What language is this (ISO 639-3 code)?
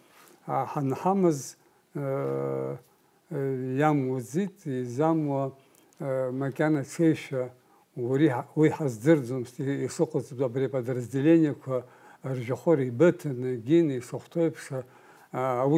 abk